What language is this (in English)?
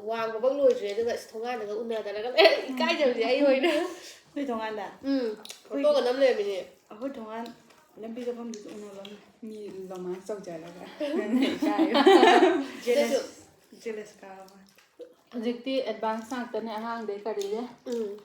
Manipuri